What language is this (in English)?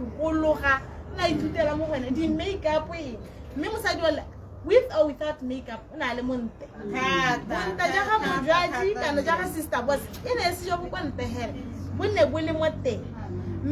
Tswana